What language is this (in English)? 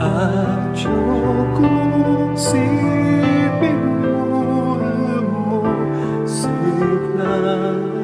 Pampanga